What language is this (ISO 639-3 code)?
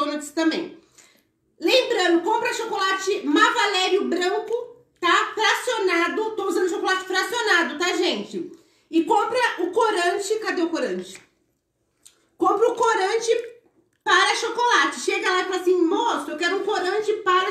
por